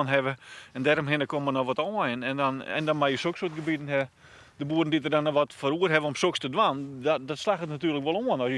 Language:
Western Frisian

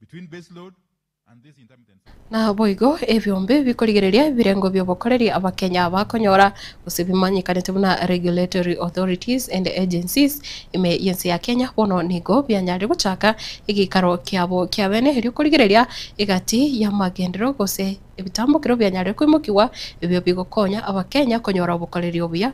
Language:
Gusii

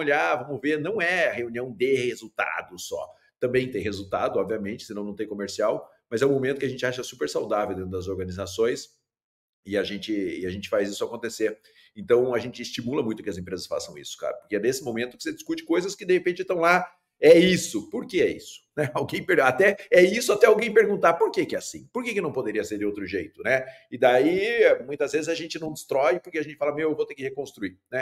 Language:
Portuguese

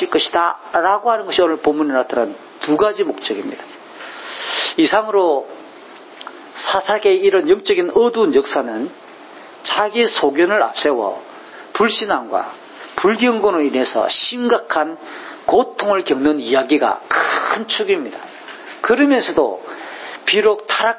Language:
Korean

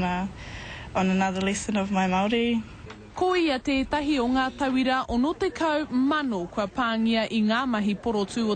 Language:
Māori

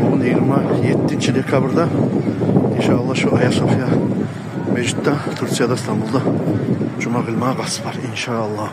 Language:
Kumyk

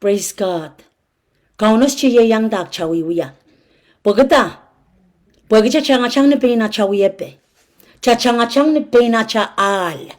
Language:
Pohnpeian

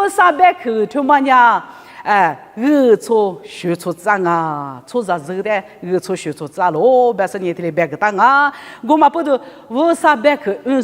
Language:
Lisu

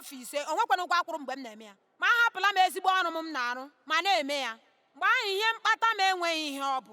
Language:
Igbo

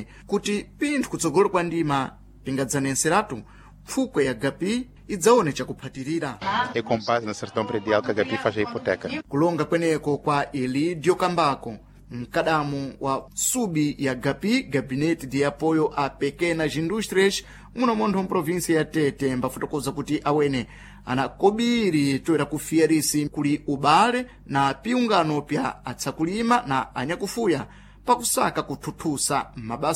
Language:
Sena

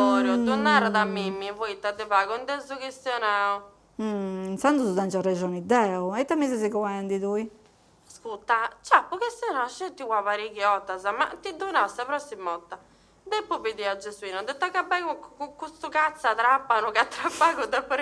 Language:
Sardinian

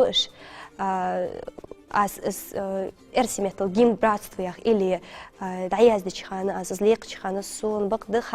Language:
Ingush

